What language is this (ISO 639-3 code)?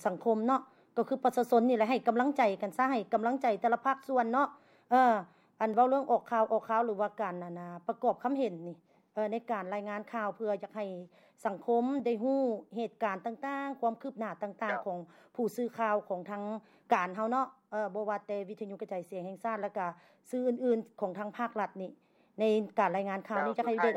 lao